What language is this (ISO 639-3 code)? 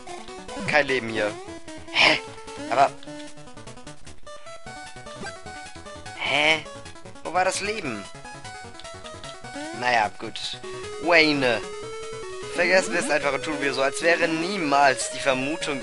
deu